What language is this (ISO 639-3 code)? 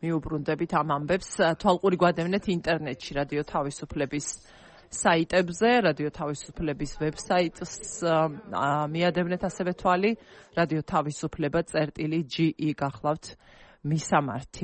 kat